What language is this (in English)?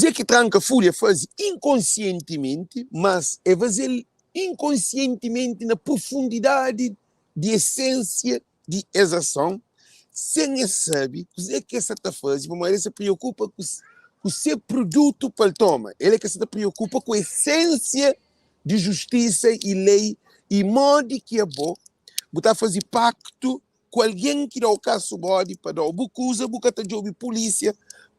Kabuverdianu